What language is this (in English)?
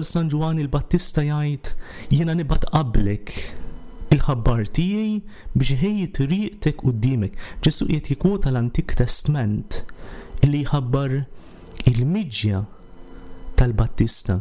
Maltese